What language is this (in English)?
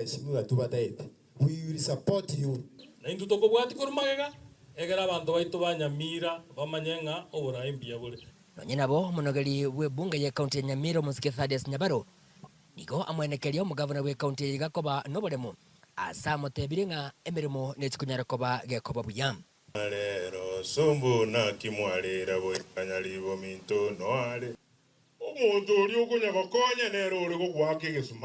Gusii